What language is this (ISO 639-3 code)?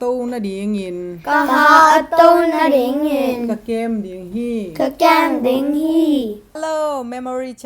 ctd